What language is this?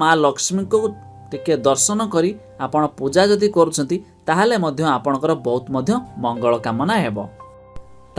Odia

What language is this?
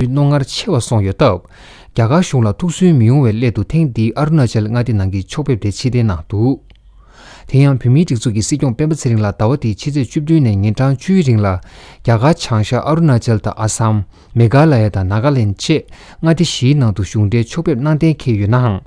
Tibetan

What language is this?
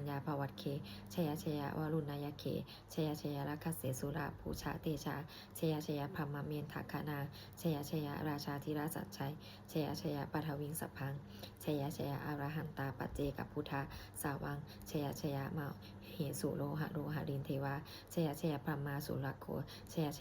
Pali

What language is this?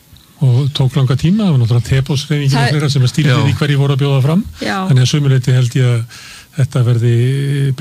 Icelandic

